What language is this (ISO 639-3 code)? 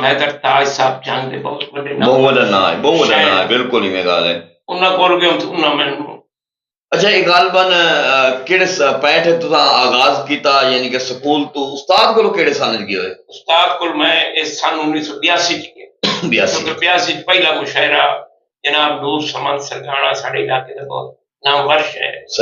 skr